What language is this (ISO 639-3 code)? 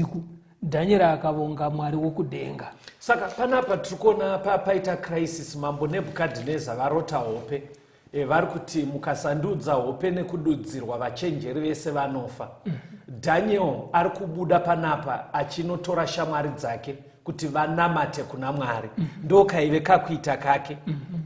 sna